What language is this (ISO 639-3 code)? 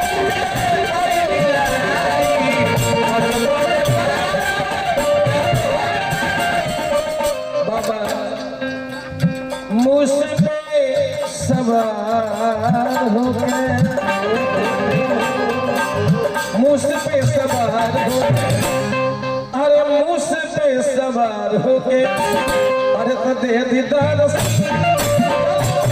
bho